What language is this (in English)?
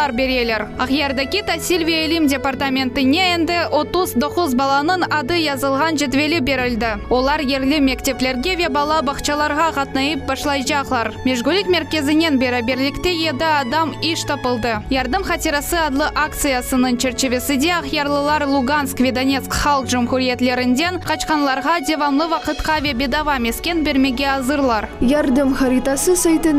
Crimean Tatar